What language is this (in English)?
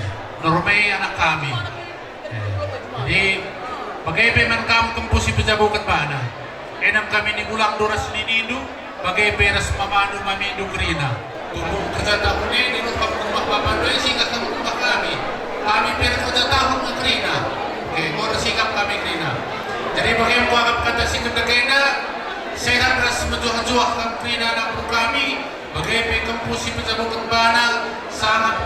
Batak Karo